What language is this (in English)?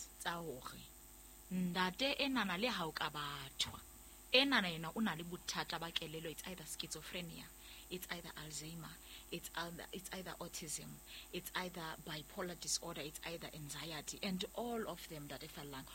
Southern Sotho